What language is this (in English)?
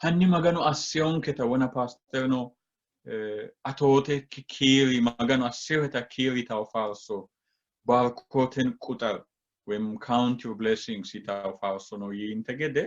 Sidamo